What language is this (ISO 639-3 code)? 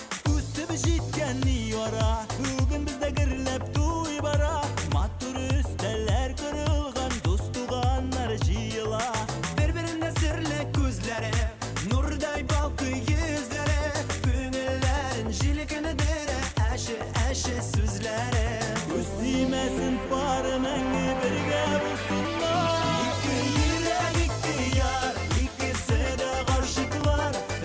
bak